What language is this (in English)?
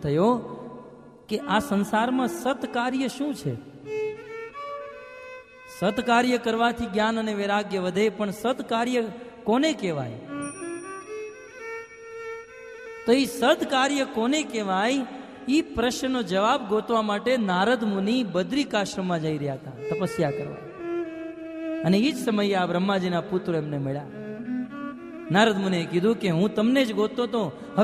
Gujarati